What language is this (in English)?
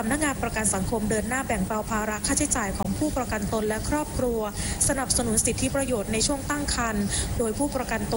Thai